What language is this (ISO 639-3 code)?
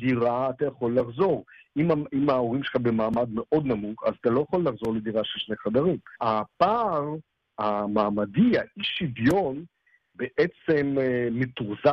heb